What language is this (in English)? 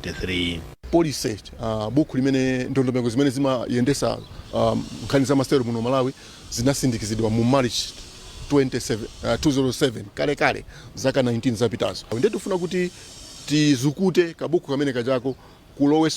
Nyanja